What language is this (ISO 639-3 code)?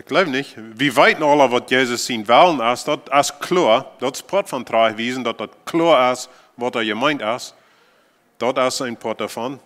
pdt